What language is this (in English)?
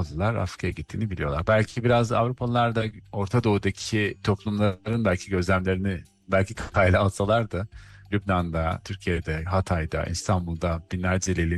Turkish